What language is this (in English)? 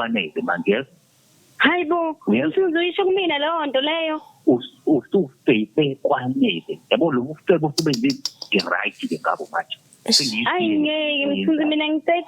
Zulu